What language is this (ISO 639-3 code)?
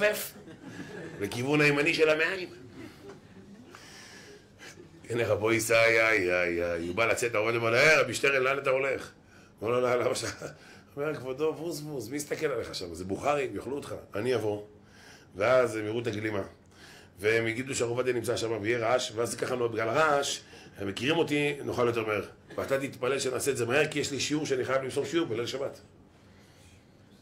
heb